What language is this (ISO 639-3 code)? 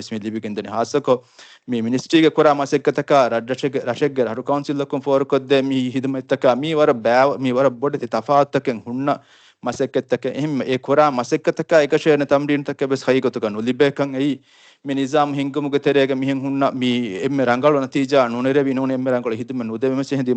div